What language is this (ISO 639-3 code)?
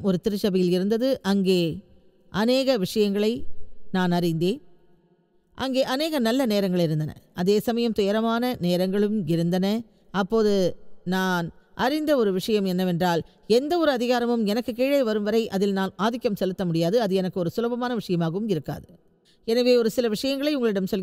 tam